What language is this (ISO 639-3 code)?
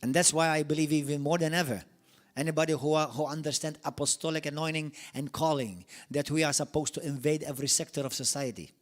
eng